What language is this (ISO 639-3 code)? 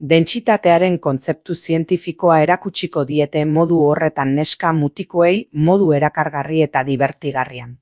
eus